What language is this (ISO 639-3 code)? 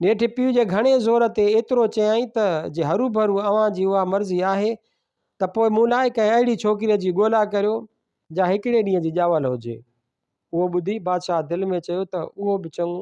snd